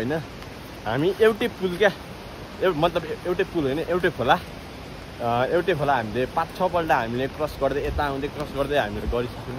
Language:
Nepali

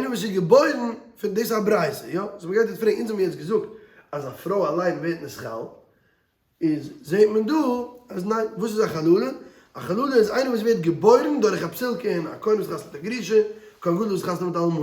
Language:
Yiddish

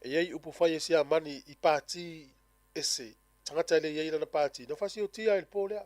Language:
Samoan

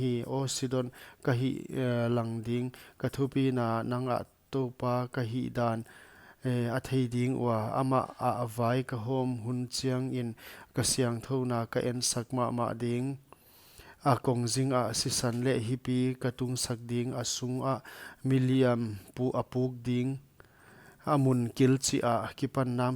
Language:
Paite Chin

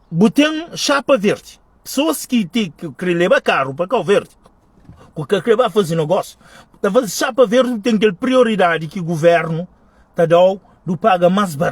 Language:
Kabuverdianu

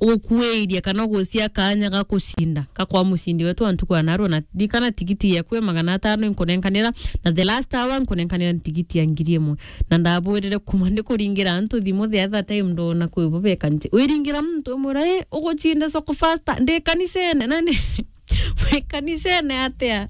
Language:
Meru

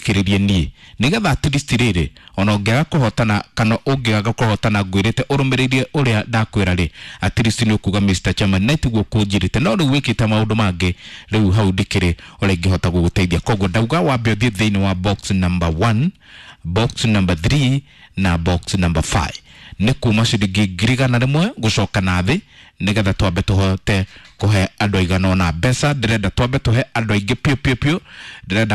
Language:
Kikuyu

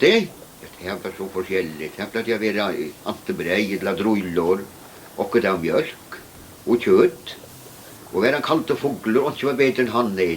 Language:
Faroese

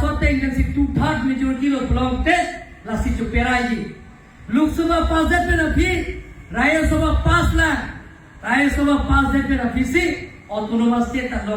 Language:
Karbi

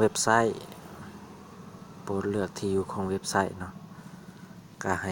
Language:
Lao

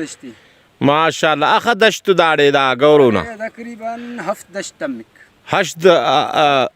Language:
Brahui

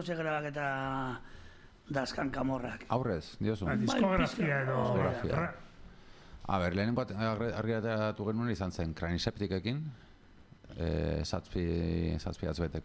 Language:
Basque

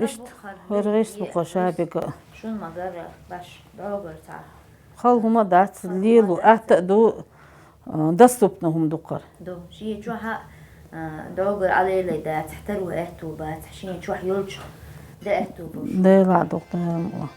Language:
Chechen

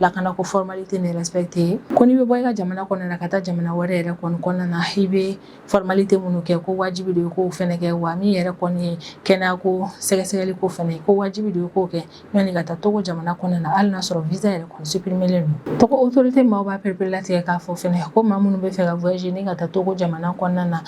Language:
Bambara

